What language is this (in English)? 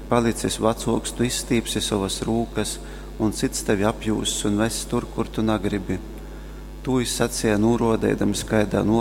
Latgalian